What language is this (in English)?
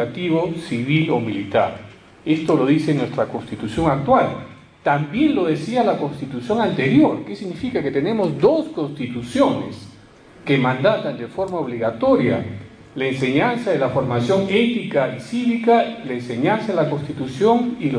Spanish